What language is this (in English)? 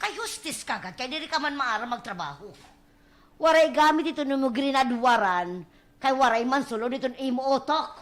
Waray